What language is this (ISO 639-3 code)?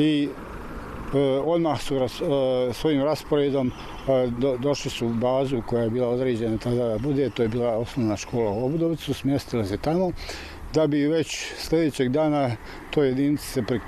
bos